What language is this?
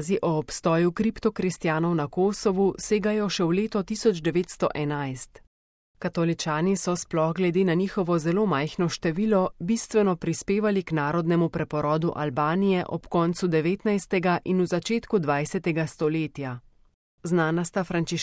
Slovenian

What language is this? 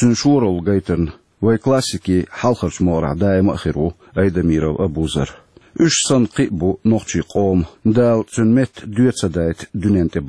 Chechen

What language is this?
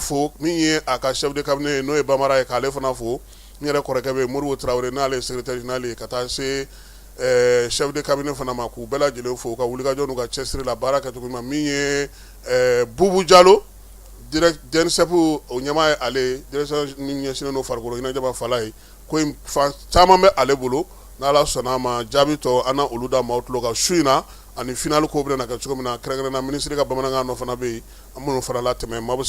Bambara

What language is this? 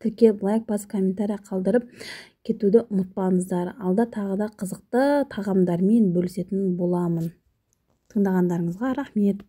Kazakh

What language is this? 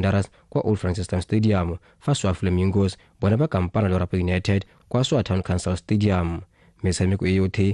Tswana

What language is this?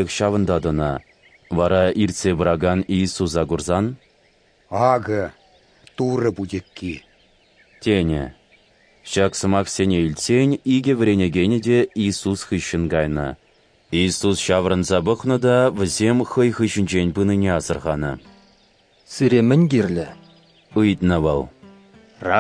Chuvash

